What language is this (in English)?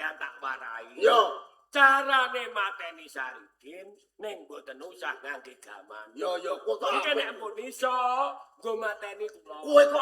Javanese